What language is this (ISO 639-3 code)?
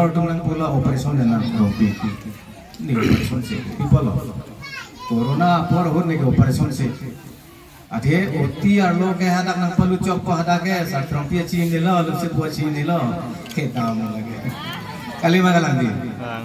mjw